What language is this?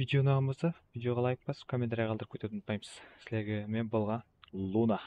Kara-Kalpak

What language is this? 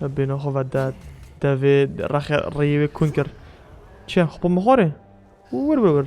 Kurdish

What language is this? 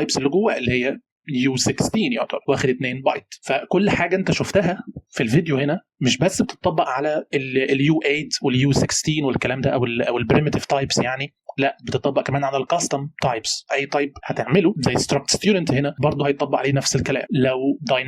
Egyptian Arabic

